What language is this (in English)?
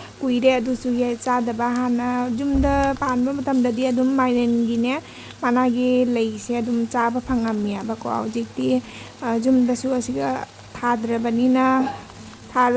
Manipuri